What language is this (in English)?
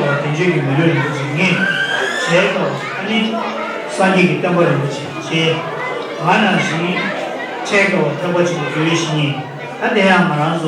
Tibetan